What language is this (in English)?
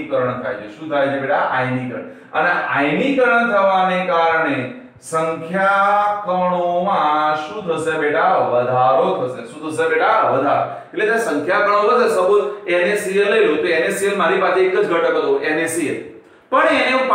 Gujarati